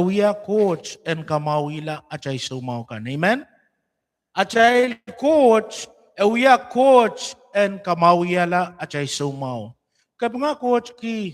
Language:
Pohnpeian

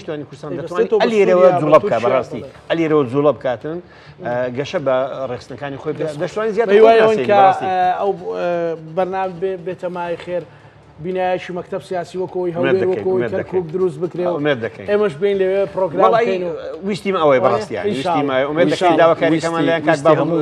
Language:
Central Kurdish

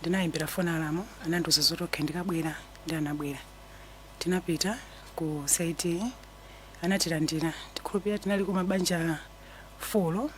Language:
Nyanja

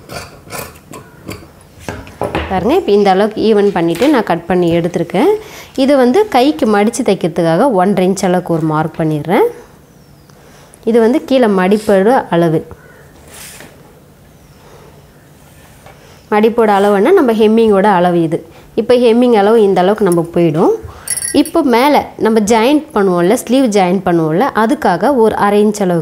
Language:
Tamil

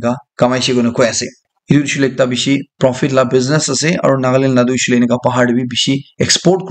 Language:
Naga Pidgin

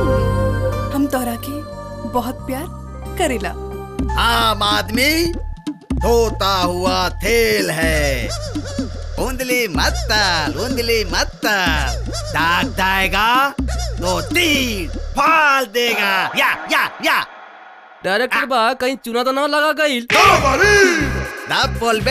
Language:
Bhojpuri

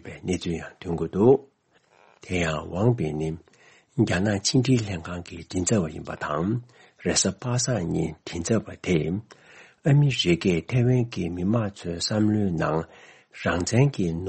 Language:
Tibetan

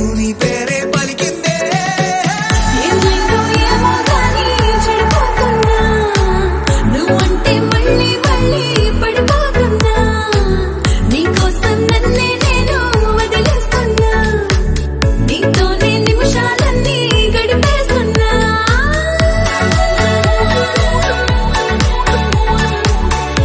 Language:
Telugu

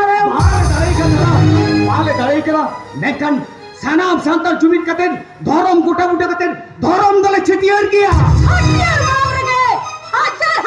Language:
Santali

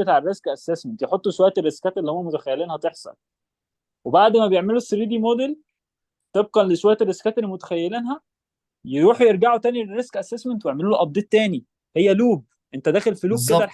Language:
Egyptian Arabic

